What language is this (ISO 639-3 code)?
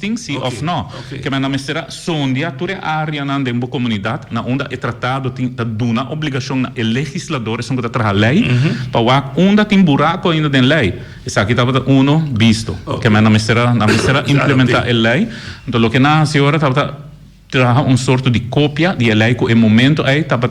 pap